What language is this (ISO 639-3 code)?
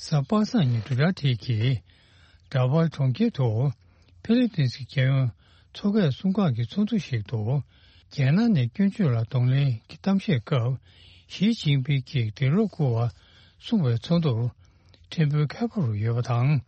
bod